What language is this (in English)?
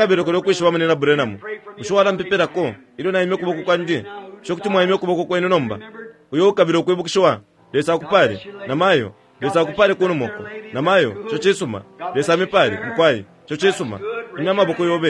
Bemba